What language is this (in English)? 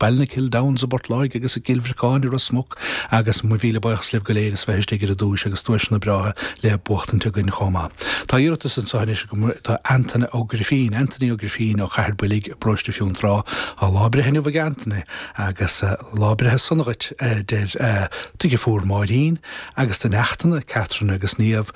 Irish